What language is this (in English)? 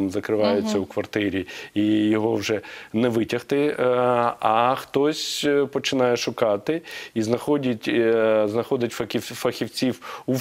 Ukrainian